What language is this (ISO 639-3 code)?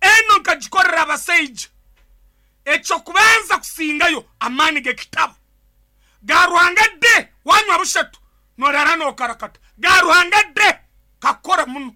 nyn